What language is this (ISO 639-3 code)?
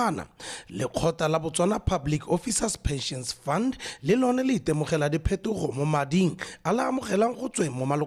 tsn